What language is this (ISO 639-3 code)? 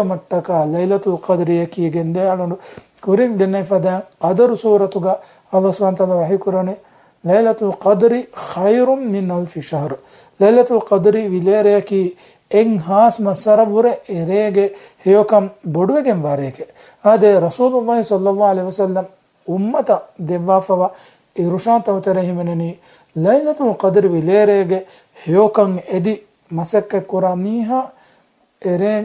div